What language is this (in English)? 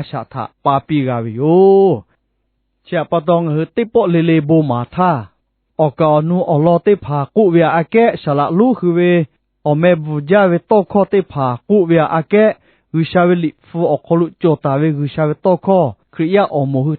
Lahu